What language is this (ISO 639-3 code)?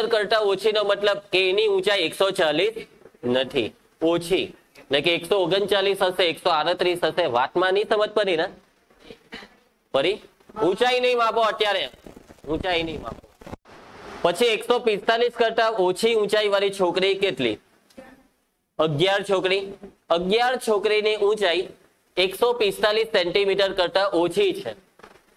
guj